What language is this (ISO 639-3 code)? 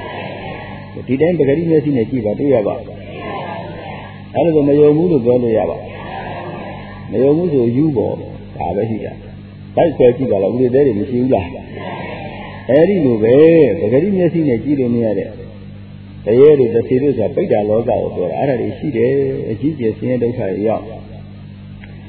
mya